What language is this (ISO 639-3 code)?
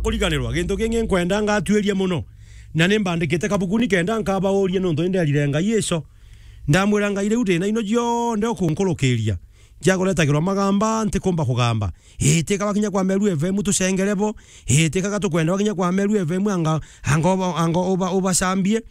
mer